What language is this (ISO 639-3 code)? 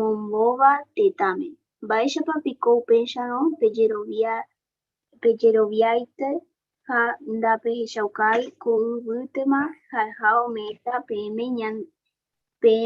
grn